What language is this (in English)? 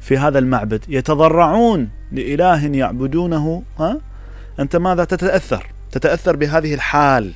Mesopotamian Arabic